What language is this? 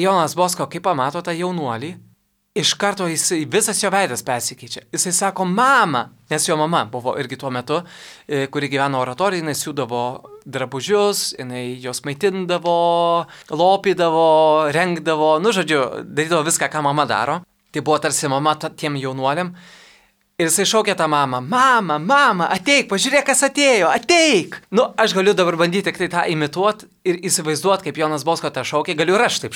Lithuanian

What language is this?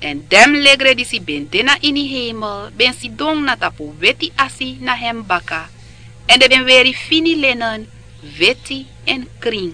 Sranan Tongo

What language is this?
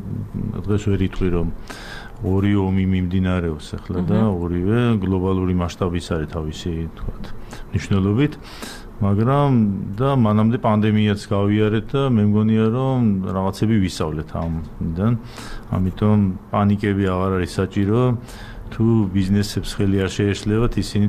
Georgian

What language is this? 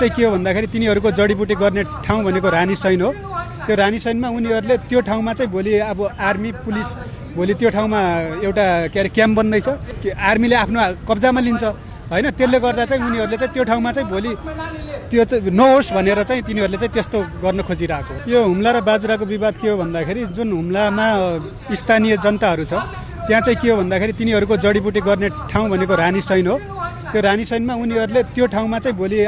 Nepali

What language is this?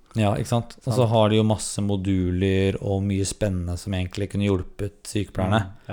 Norwegian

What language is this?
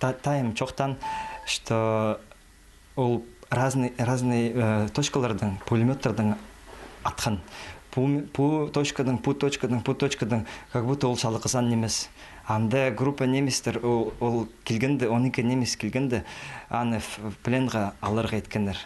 Khakas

